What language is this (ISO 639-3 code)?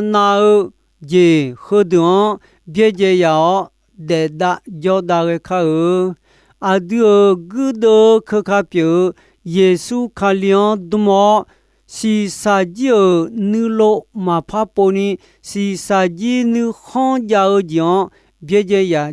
ahk